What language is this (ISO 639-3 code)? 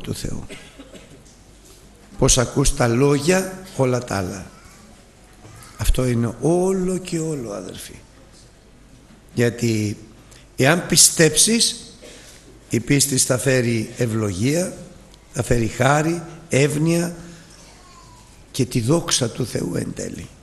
ell